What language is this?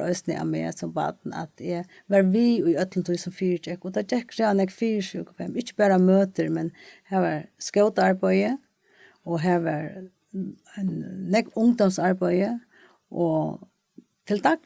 Faroese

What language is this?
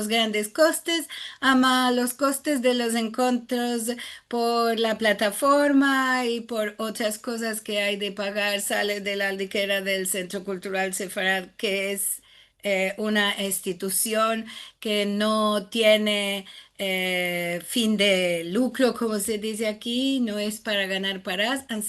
Ladino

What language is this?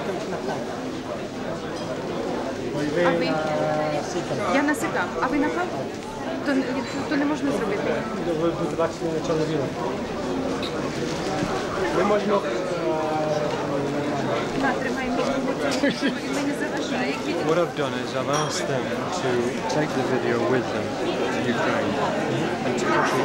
Ukrainian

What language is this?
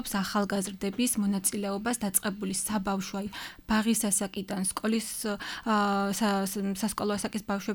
Georgian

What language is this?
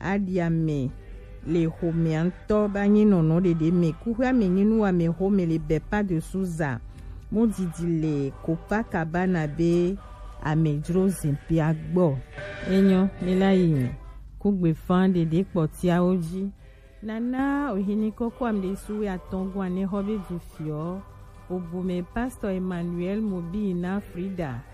Gen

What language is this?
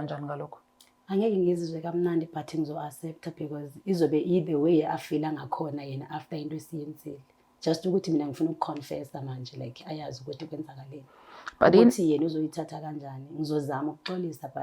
Zulu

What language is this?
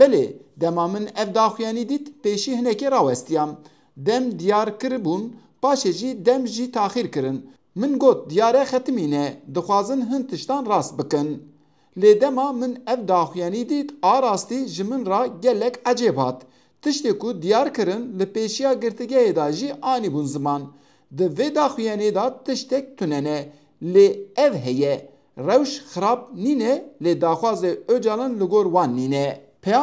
Kurdish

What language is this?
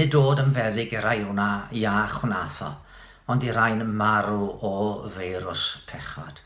Welsh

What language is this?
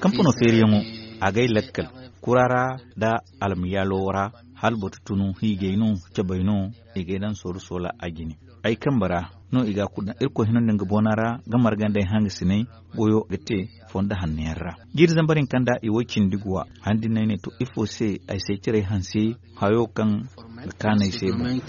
Zarma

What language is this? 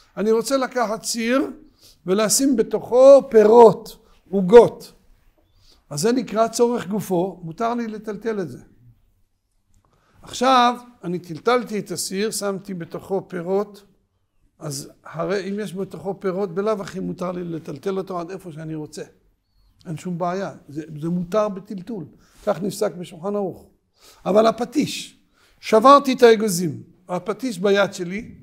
Hebrew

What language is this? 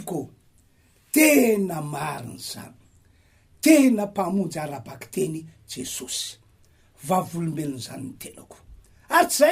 Malagasy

